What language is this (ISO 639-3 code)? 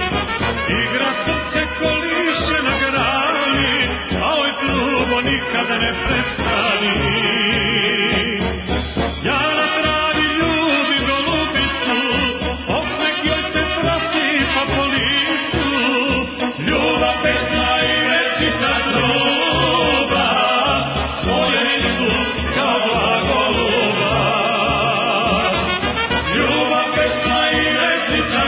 srp